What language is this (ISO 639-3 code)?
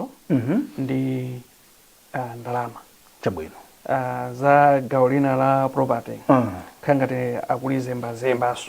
nya